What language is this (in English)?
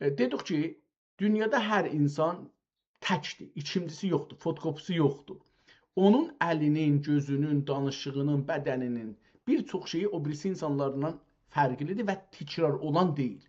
South Azerbaijani